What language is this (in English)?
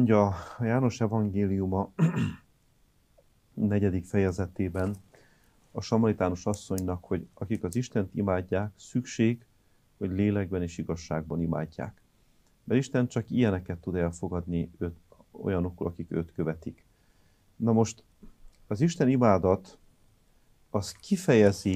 Hungarian